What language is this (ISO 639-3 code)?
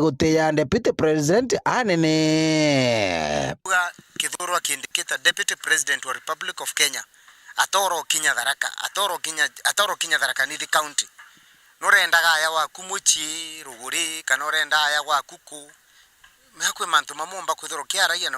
mer